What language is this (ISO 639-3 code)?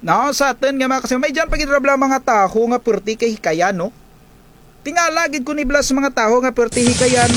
krj